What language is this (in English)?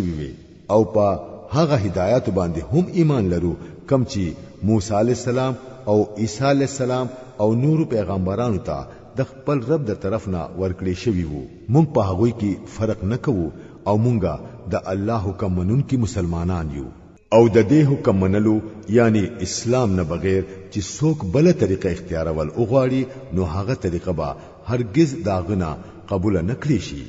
Pashto